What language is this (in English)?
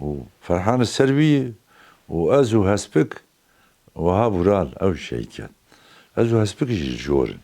Kurdish